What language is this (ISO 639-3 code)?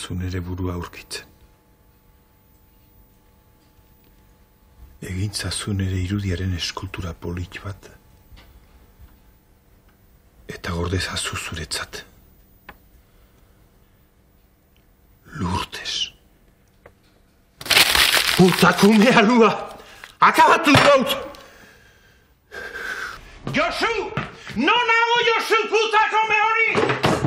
eus